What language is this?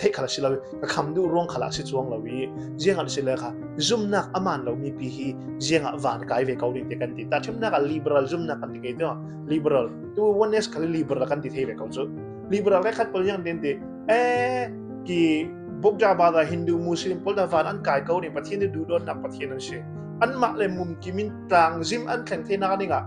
Falam Chin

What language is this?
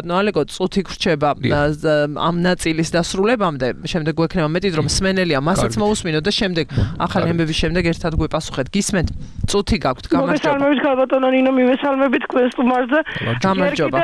Georgian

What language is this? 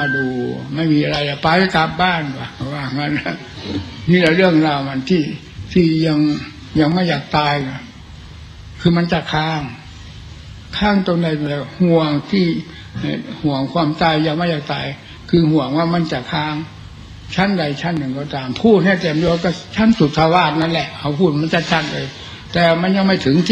Thai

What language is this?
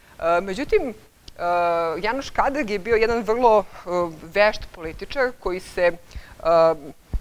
Serbian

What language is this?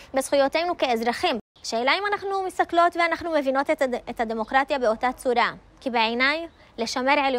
Hebrew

